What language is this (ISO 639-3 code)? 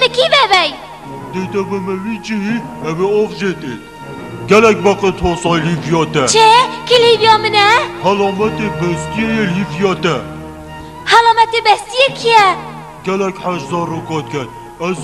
kur